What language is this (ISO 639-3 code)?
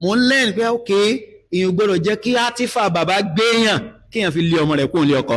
yor